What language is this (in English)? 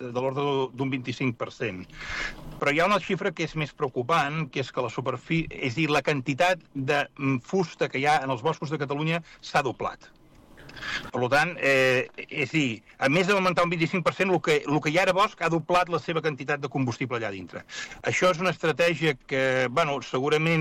Catalan